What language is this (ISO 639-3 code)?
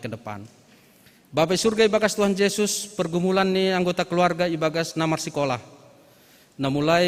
bts